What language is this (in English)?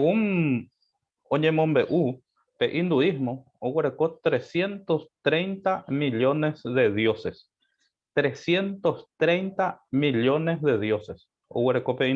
Guarani